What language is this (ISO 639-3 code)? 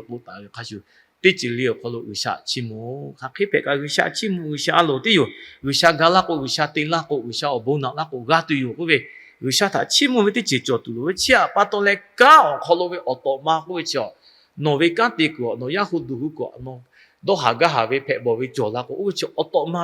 lhu